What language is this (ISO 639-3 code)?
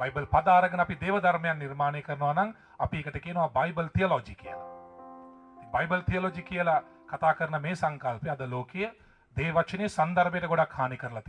sin